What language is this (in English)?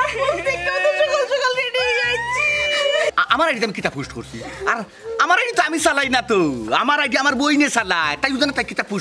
Sylheti